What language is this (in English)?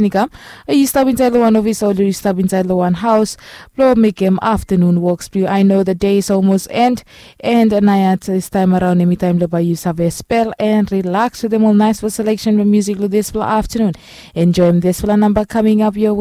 Bislama